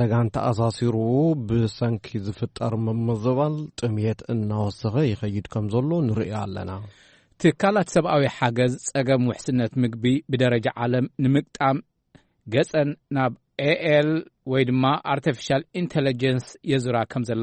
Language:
Tigrinya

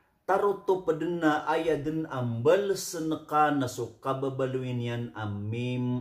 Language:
Maranao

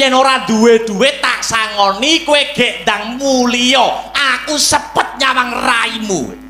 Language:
Javanese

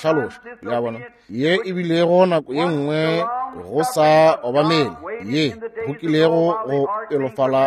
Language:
Northern Sotho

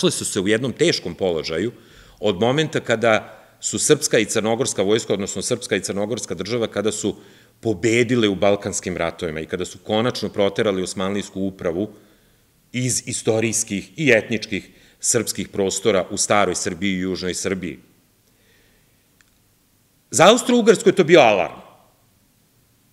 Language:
Serbian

